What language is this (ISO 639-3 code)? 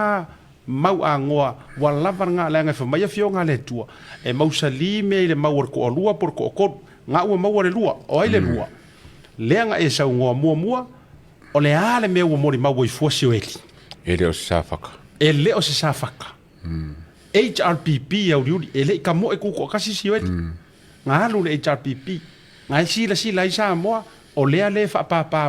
smo